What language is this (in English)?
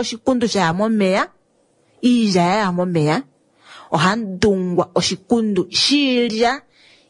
Kuanyama